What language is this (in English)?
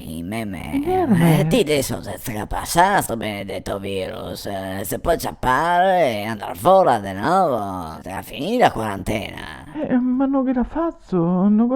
Venetian